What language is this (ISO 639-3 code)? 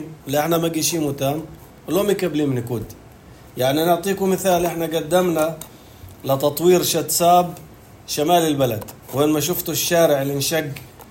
apc